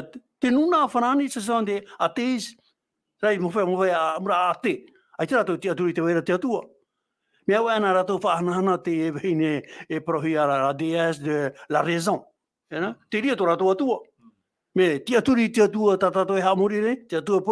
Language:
Tahitian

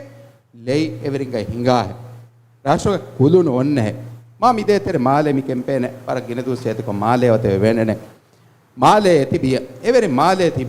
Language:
Divehi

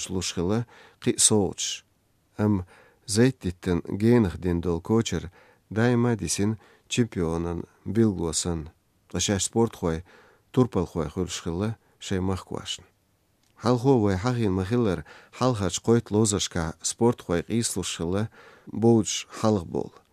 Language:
Chechen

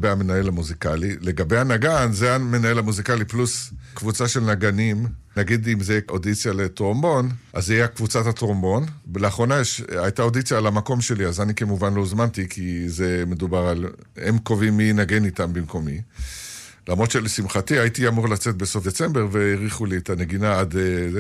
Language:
Hebrew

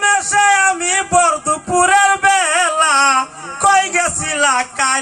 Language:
Sylheti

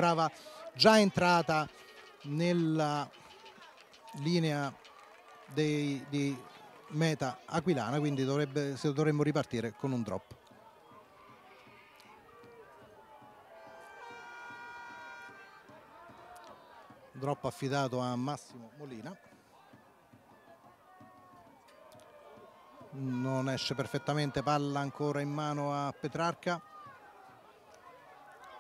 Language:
Italian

